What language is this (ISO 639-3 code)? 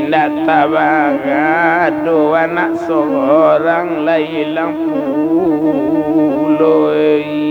min